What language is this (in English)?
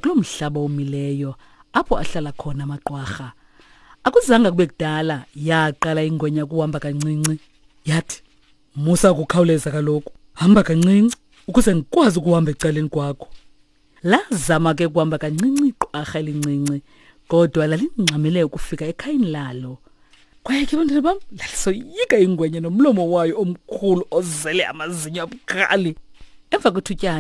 Xhosa